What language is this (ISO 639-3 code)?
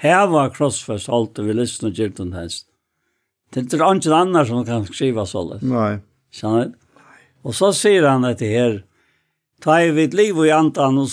fao